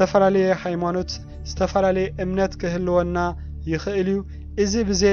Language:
Tigrinya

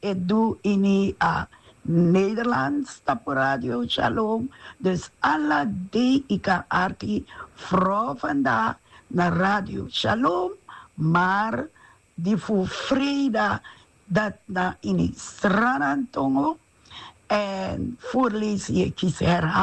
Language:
Sranan Tongo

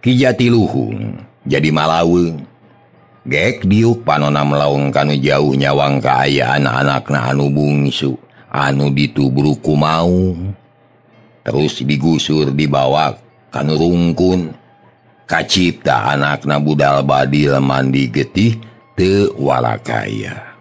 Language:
Sundanese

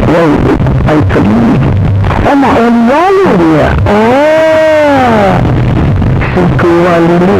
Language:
Hawaiian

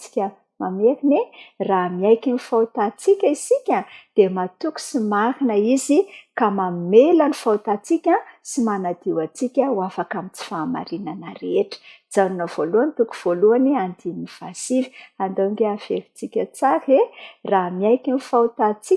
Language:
Malagasy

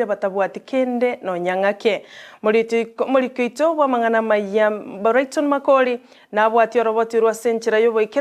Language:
Gusii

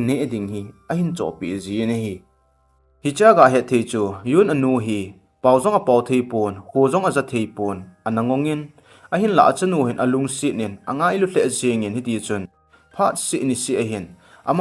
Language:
Thado Chin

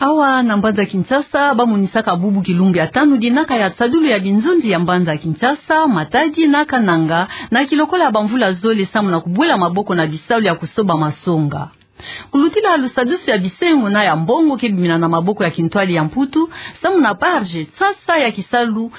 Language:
Kituba (Democratic Republic of Congo)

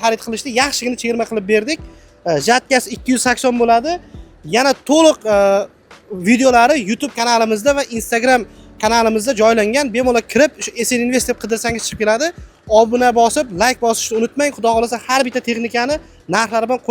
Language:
Uzbek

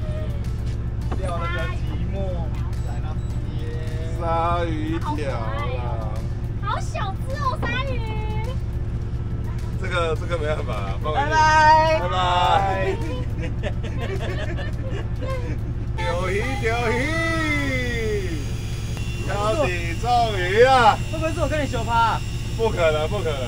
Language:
Chinese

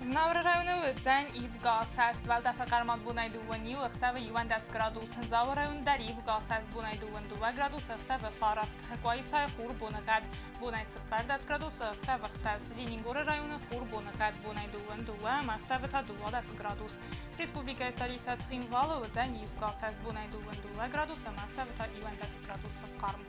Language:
Ossetic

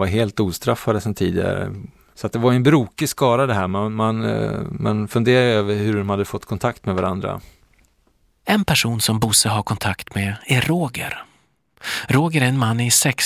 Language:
Swedish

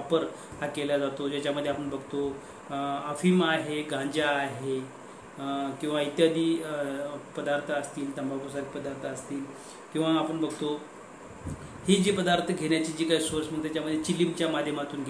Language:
Marathi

